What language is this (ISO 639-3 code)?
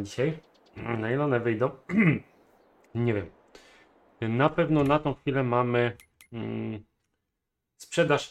pol